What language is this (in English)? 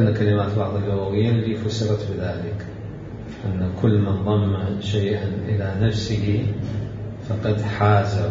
Mesopotamian Arabic